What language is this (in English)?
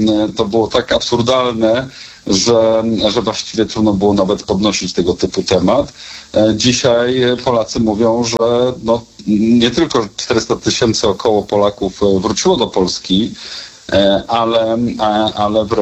Polish